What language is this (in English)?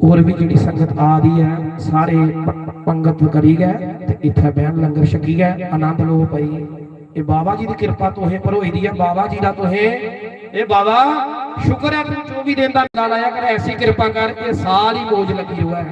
Dogri